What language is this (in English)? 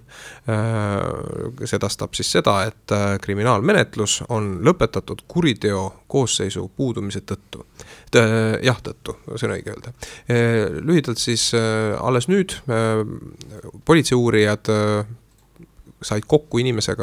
Estonian